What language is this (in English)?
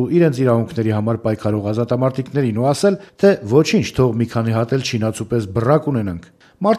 Armenian